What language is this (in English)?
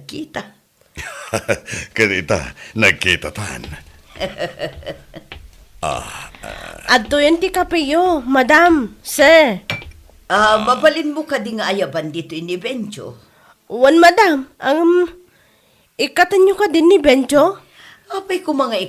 Iloko